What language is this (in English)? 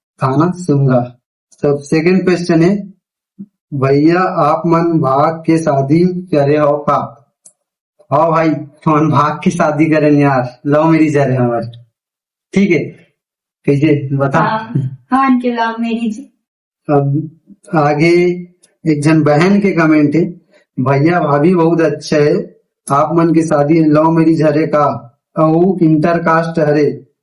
Chhattisgarhi